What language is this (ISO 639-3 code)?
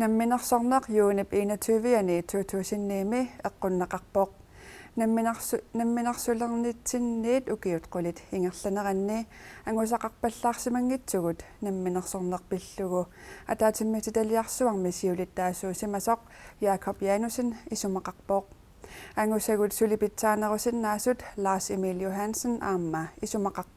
kal